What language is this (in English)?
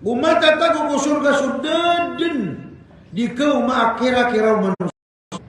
Maranao